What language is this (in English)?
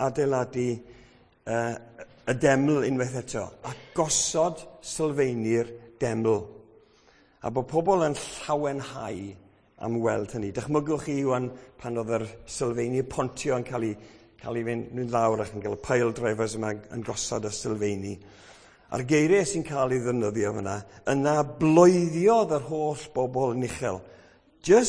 Welsh